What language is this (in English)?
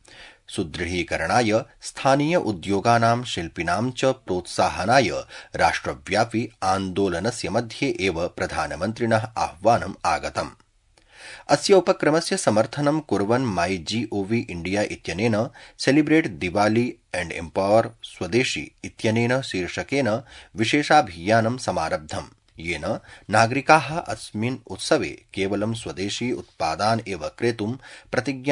Sanskrit